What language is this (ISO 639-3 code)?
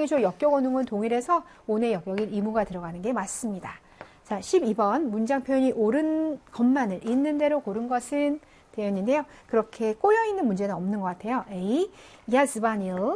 kor